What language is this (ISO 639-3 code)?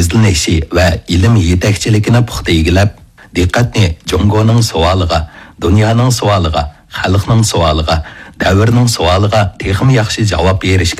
uig